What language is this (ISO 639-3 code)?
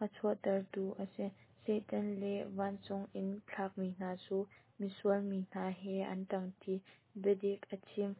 cnh